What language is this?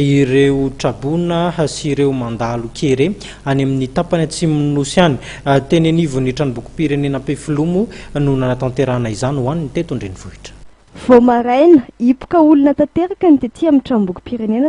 Malagasy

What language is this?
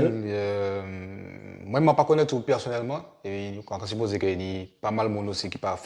Guadeloupean Creole French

